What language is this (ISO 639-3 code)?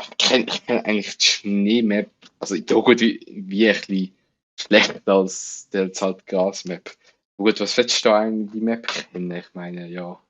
gsw